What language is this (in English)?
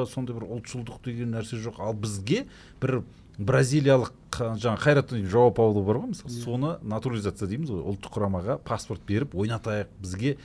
Kazakh